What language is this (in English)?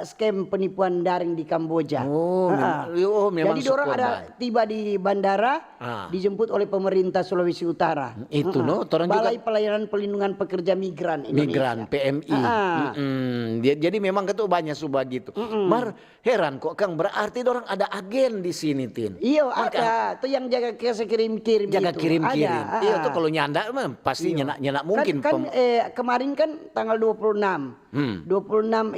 Manado Malay